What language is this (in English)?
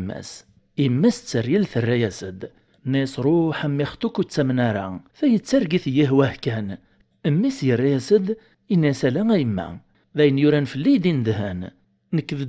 Kabyle